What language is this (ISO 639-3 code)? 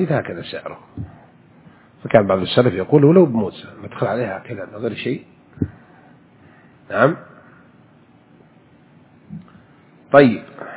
ara